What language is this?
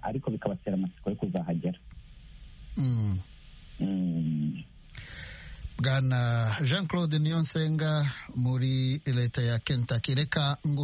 Kinyarwanda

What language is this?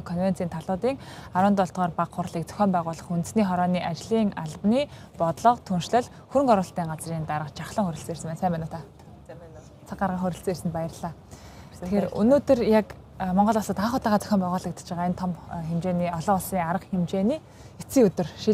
Mongolian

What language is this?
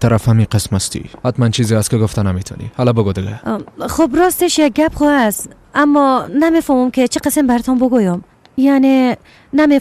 Persian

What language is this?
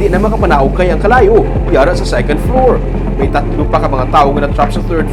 Hiligaynon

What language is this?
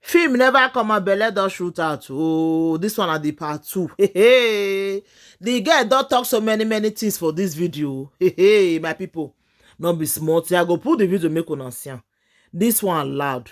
Nigerian Pidgin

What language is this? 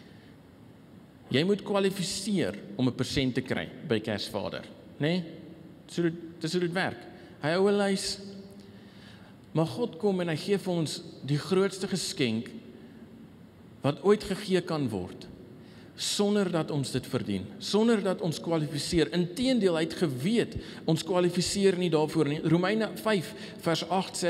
Afrikaans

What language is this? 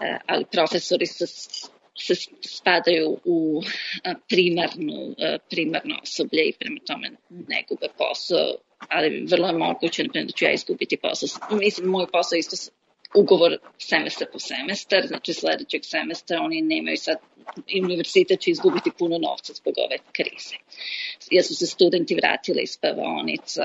Serbian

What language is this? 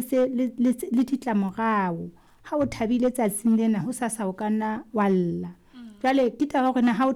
Southern Sotho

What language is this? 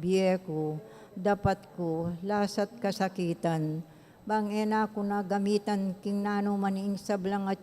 Pampanga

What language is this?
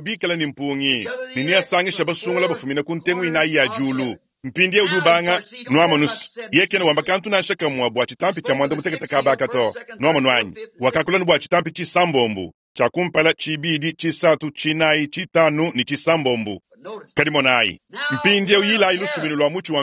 Luba-Lulua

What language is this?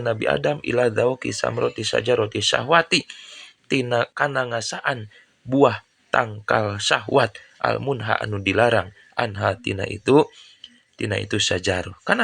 Sundanese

